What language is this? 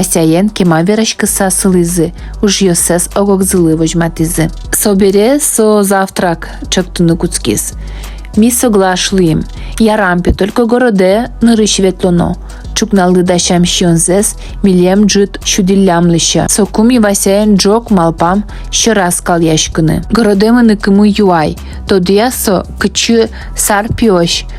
Udmurt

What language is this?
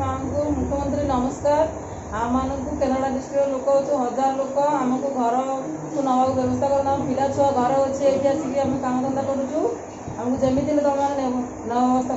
Odia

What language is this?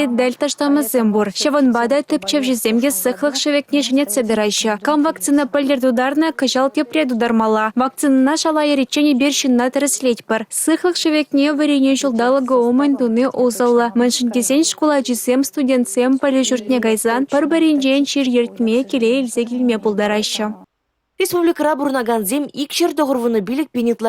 Chuvash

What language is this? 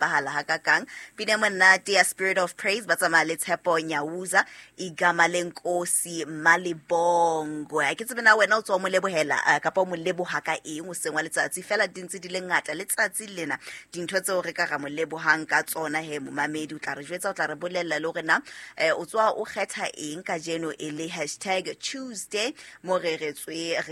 Southern Sotho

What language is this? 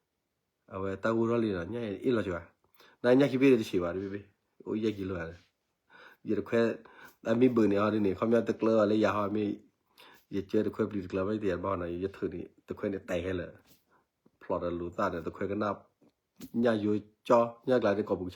S'gaw Karen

